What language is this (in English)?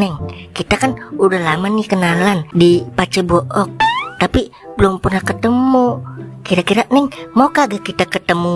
Betawi